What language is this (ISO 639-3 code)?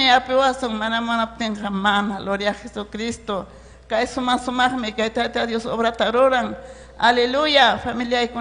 quy